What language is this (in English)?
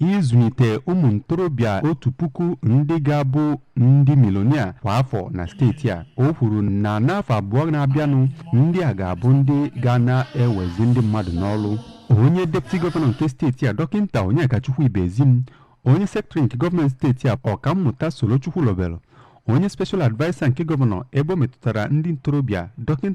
Igbo